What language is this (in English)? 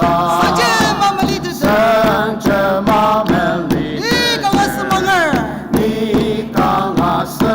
Ao Naga